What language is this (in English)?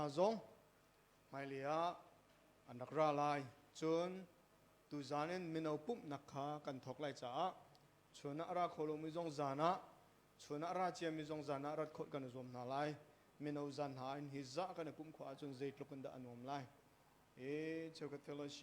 Hakha Chin